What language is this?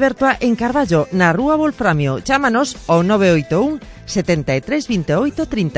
Galician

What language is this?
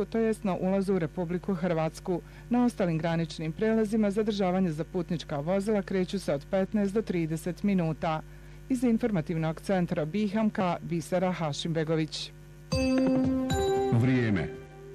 Bosnian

